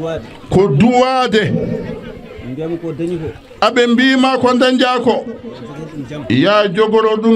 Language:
Fula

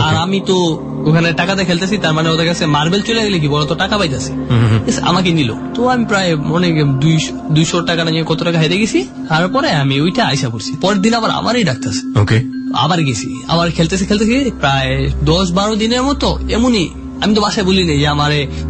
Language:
Bangla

